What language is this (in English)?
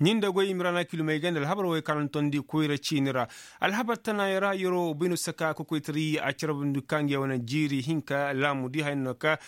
Koyraboro Senni